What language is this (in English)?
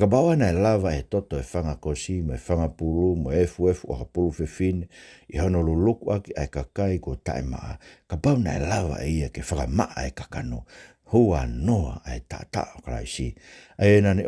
Tongan